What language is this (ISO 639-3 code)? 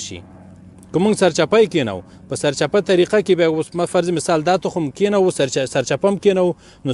pus